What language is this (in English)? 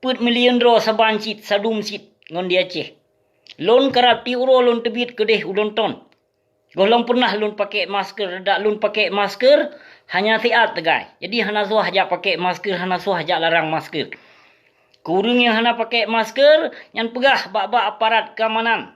Achinese